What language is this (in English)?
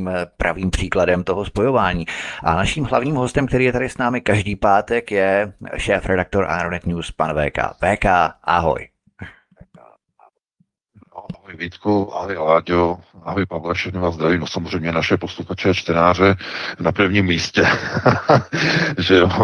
Czech